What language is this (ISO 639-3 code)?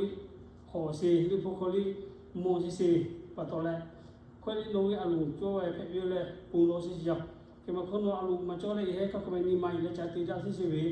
lhu